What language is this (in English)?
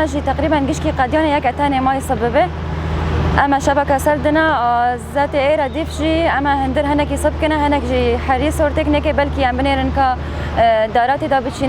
Kurdish